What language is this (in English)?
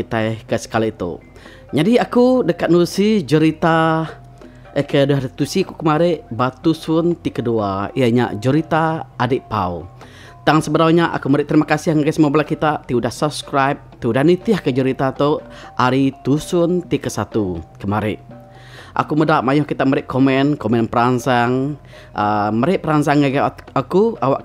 Iban